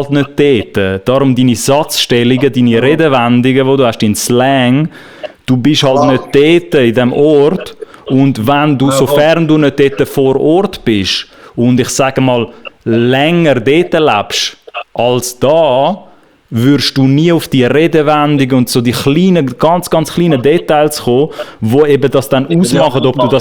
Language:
Swiss German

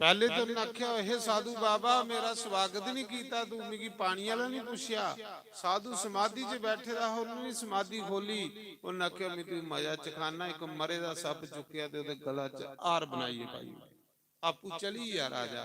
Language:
Dogri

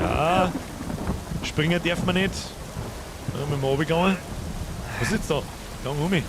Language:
Bavarian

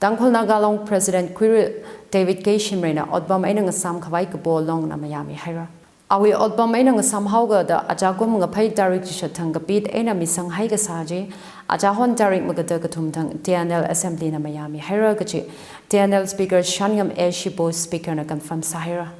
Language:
Tangkhul Naga (India)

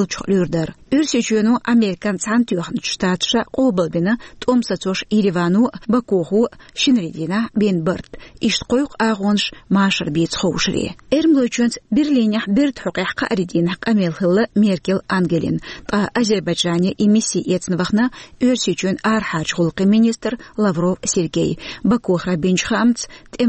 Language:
Chechen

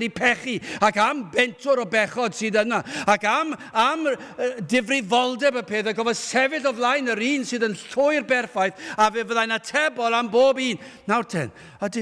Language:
Welsh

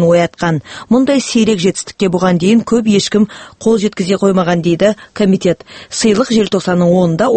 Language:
Kazakh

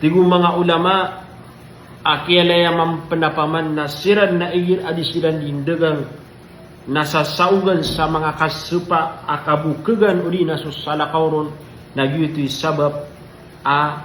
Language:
Maranao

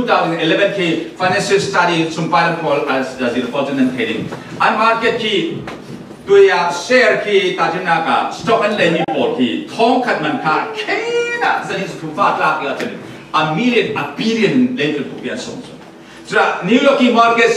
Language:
Falam Chin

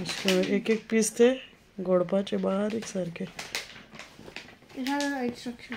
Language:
Konkani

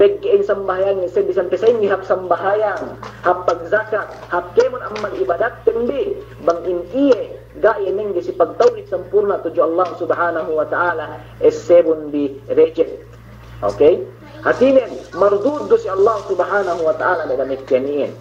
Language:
Yakan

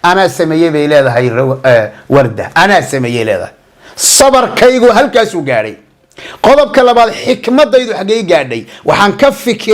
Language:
Somali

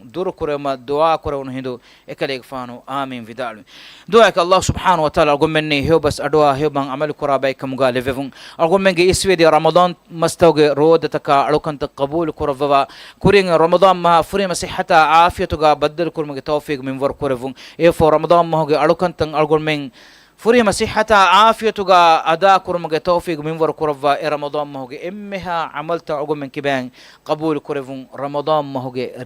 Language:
Divehi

